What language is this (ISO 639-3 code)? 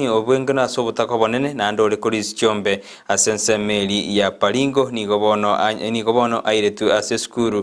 guz